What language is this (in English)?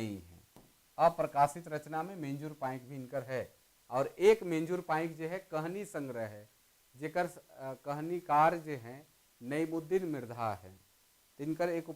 Sadri